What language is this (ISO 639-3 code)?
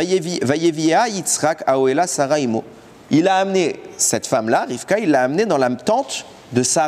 fra